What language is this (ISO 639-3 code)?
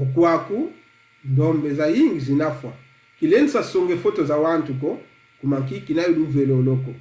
kon